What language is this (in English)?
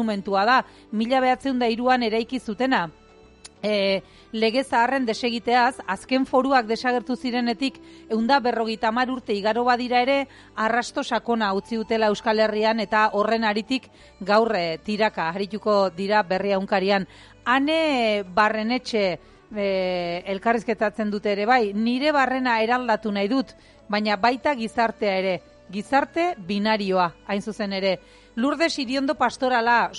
Basque